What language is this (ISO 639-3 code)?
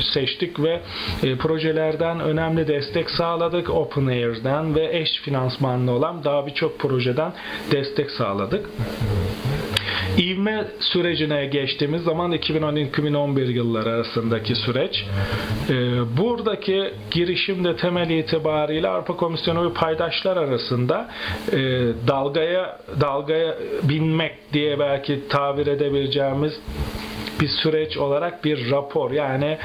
tur